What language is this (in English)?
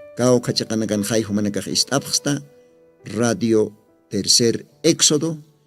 Aymara